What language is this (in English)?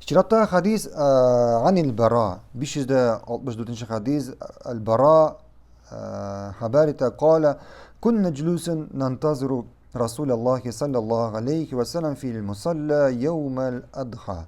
Tatar